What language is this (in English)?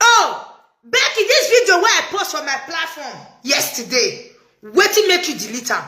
Nigerian Pidgin